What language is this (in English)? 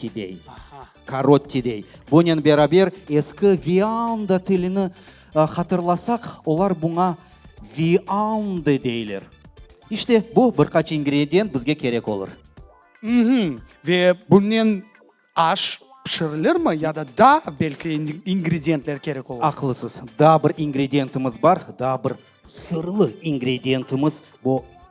Crimean Tatar